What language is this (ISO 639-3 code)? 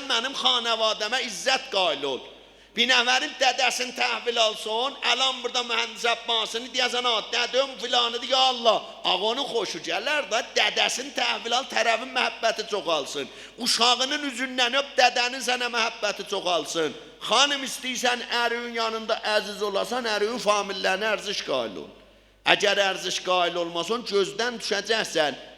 azb